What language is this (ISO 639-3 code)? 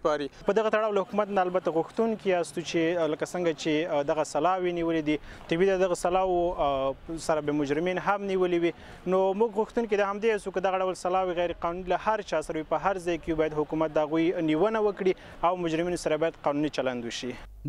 pus